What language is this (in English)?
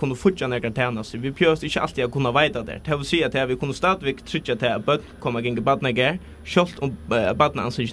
Faroese